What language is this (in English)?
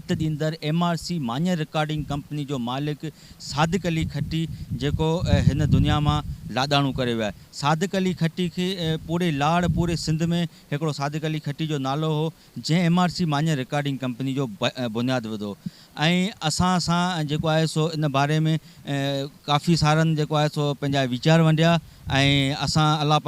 Sindhi